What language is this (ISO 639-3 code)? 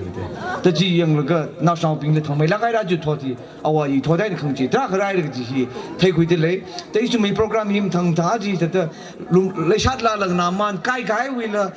nmf